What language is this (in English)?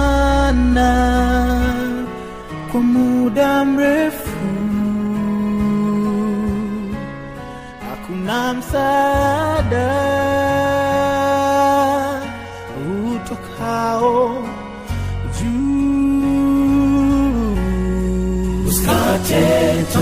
Swahili